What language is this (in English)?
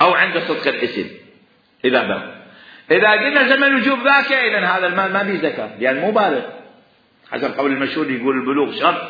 Mesopotamian Arabic